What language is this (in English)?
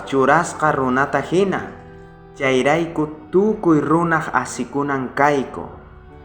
South Bolivian Quechua